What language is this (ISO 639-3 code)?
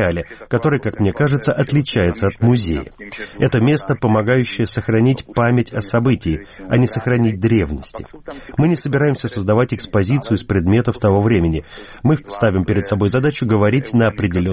rus